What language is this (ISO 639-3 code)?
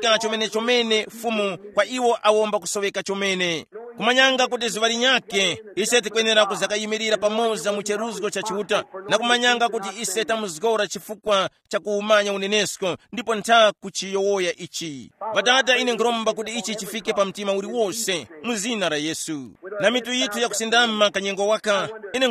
tum